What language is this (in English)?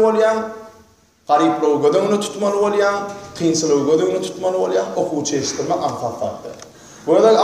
Turkmen